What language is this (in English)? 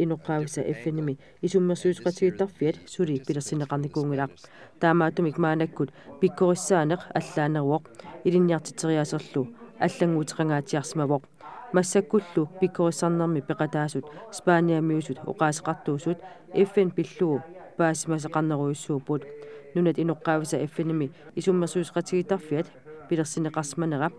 Kalaallisut